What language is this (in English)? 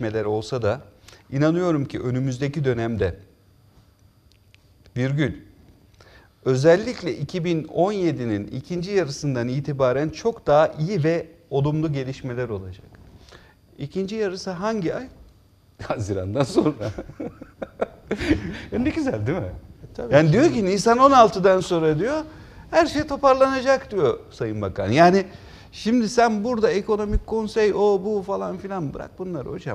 Turkish